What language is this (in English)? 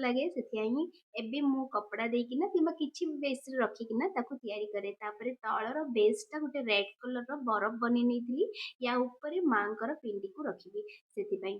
Odia